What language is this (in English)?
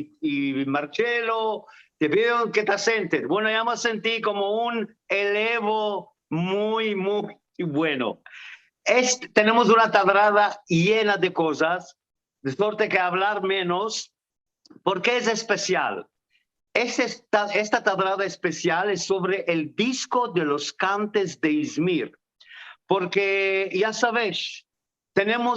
Ladino